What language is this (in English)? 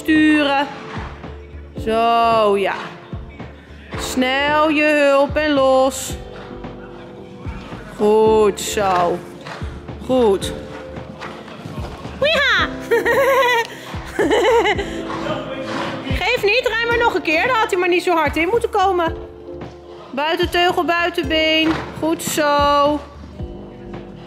Dutch